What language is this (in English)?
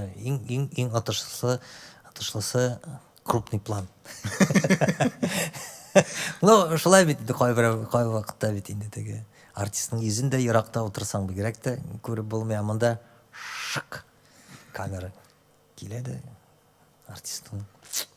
Tatar